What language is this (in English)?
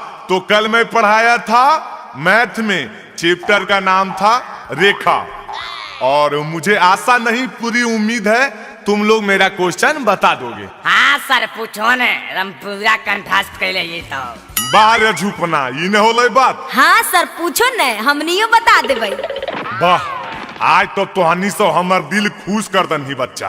Magahi